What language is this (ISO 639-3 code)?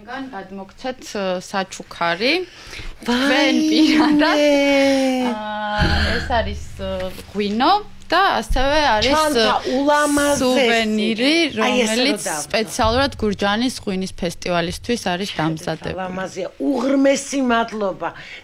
kat